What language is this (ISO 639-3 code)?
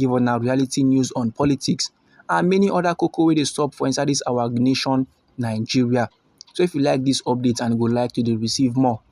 pcm